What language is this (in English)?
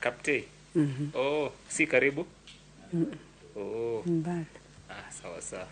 Luo (Kenya and Tanzania)